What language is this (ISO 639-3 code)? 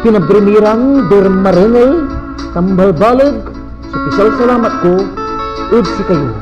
pag